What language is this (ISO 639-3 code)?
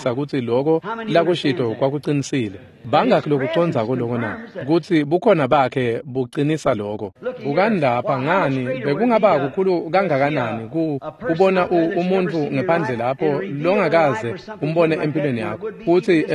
ssw